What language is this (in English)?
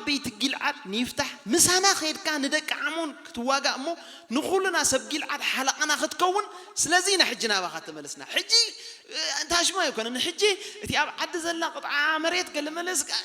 Tigrinya